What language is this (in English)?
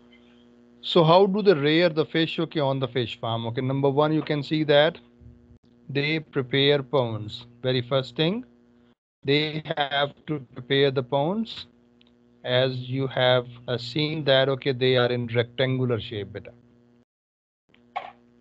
English